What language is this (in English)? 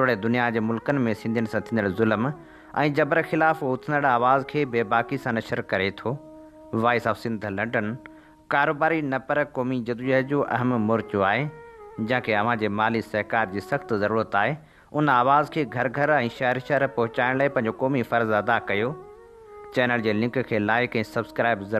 Sindhi